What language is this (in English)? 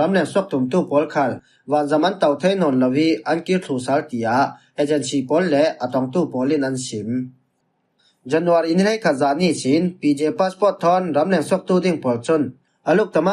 Falam Chin